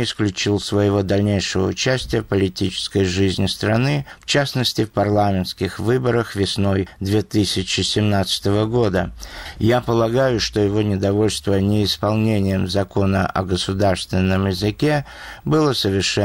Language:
Russian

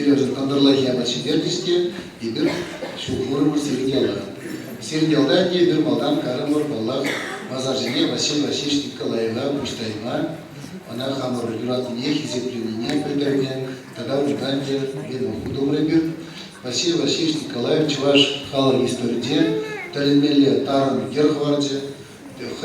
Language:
Chuvash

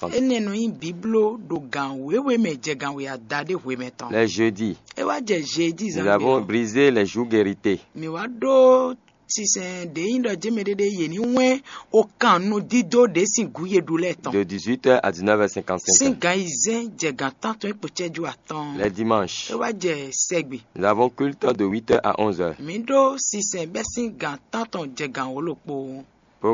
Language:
Fon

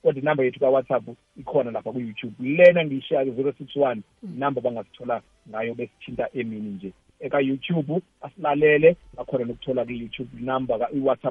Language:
South Ndebele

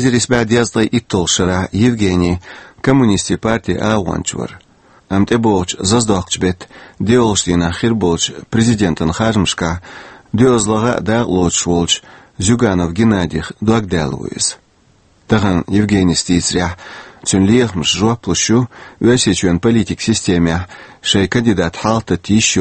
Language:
Chechen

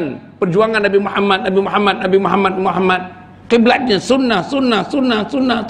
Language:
Malay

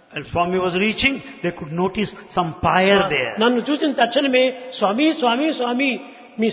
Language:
Telugu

